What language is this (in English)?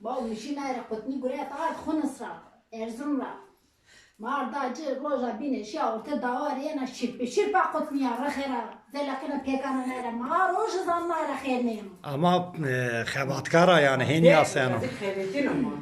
Zaza